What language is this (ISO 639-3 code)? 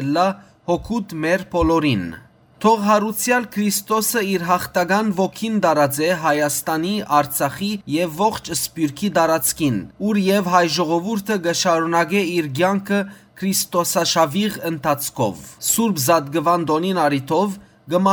hyw